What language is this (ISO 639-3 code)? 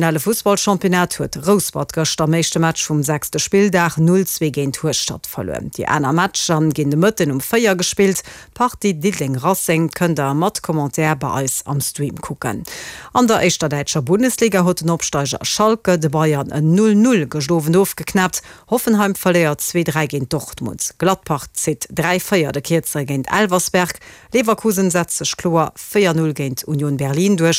ltz